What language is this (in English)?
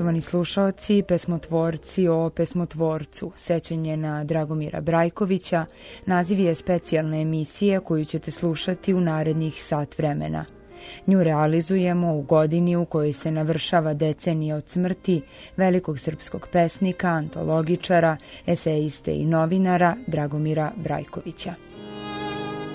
Serbian